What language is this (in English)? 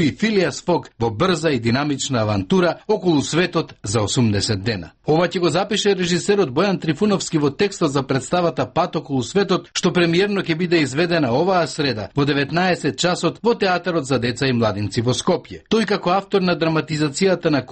Macedonian